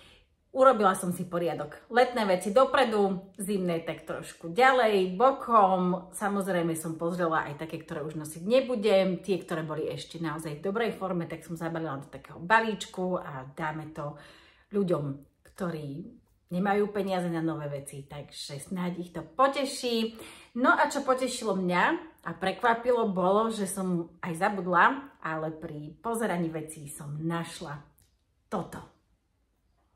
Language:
Slovak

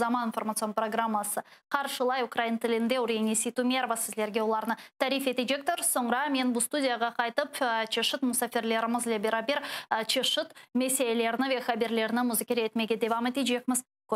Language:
Crimean Tatar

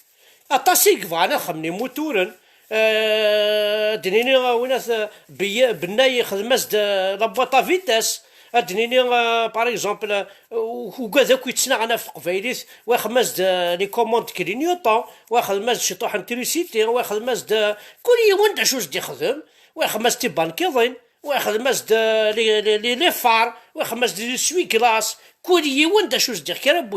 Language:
Kabyle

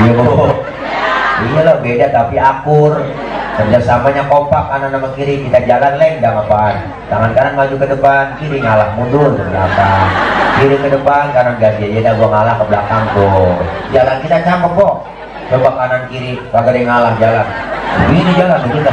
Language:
Betawi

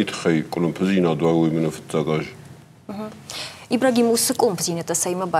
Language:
Ossetic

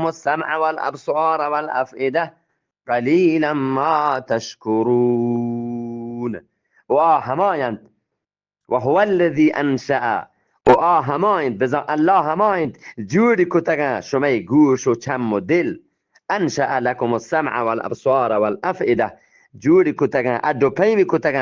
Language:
Eastern Balochi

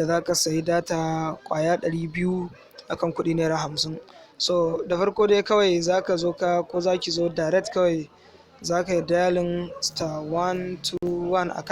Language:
Hausa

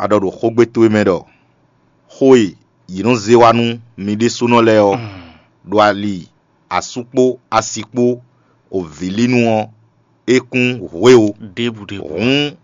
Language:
Fon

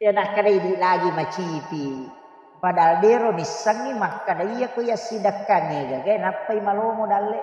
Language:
Buginese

